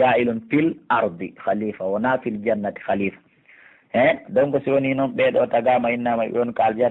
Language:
Pular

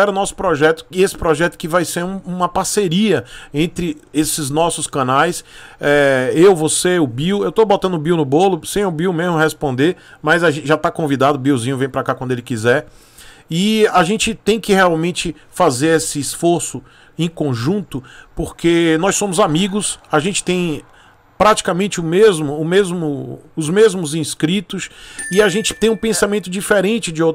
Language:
Portuguese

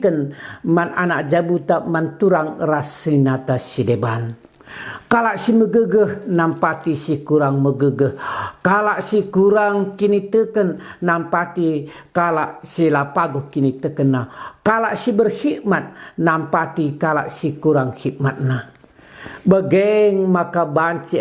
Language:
Batak Karo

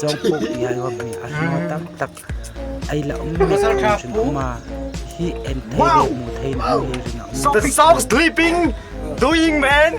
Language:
Hmar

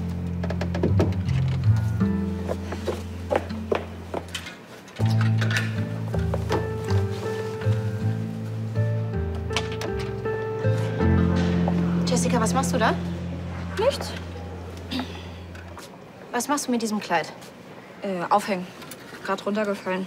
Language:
German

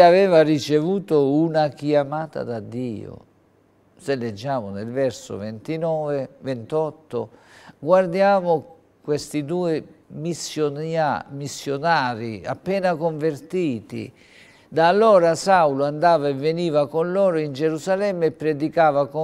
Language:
Italian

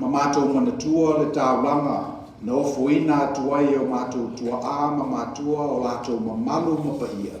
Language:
Samoan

